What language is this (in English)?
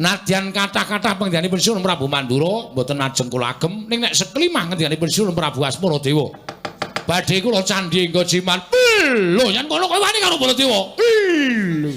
Javanese